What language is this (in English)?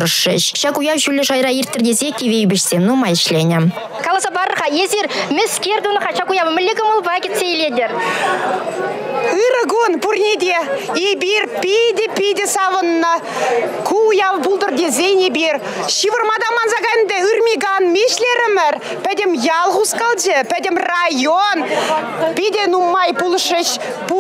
Chuvash